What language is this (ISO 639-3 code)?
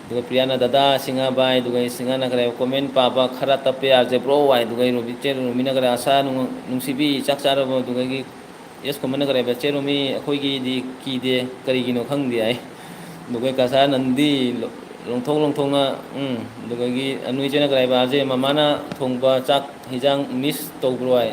mni